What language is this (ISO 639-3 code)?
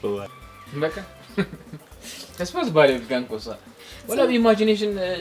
tir